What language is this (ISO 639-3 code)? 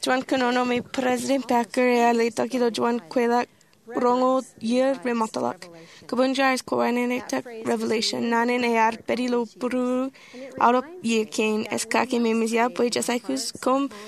mah